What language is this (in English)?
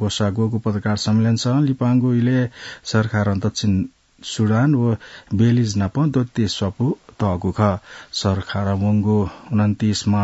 Newari